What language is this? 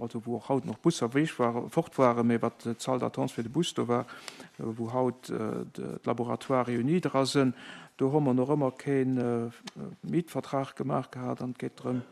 Luxembourgish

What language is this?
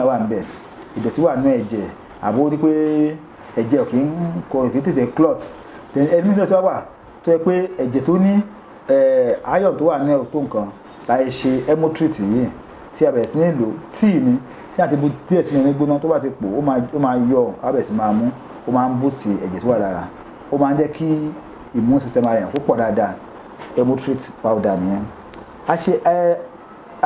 Yoruba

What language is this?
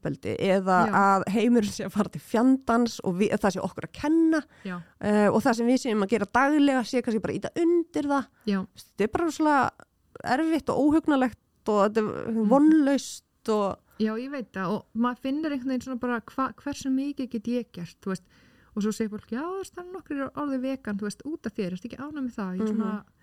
Icelandic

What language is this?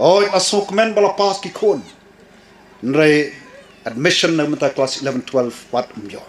Khasi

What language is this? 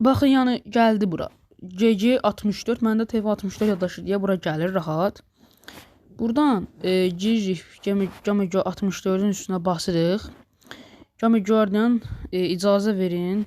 Azerbaijani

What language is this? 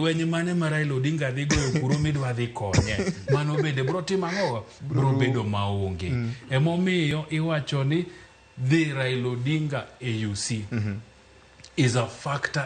Luo (Kenya and Tanzania)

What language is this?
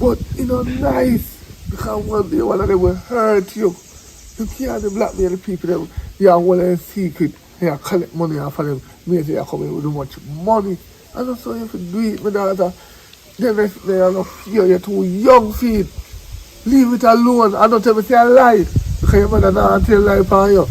Jamaican Creole English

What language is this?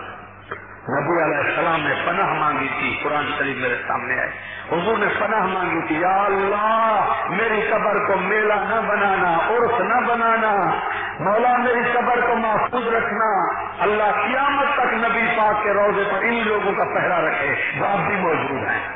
Urdu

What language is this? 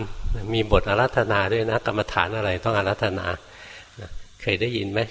Thai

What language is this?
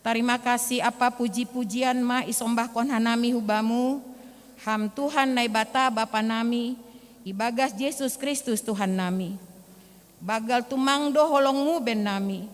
Batak Simalungun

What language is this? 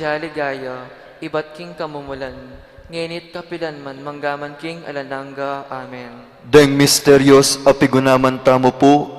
Pampanga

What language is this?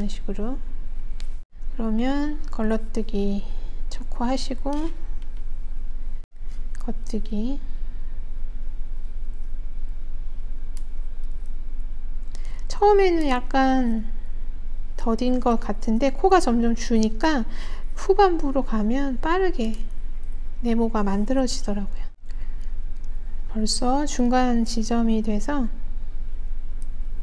Korean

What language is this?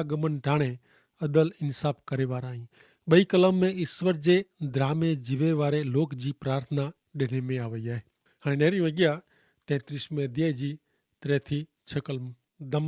Kachhi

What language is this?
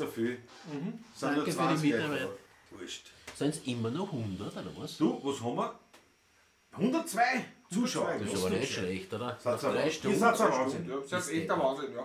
Bavarian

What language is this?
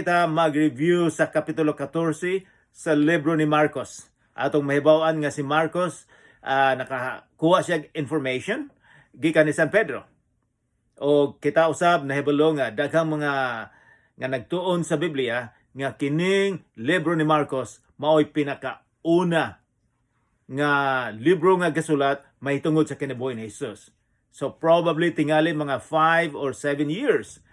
Cebuano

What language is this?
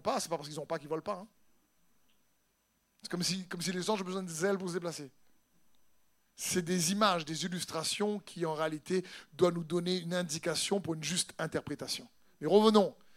French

